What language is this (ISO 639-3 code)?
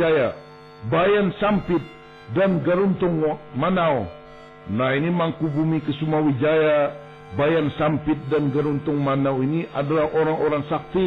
bjn